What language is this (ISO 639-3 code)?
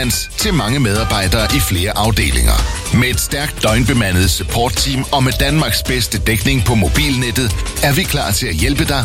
dan